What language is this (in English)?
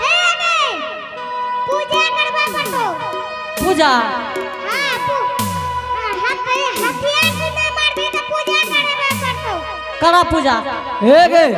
Angika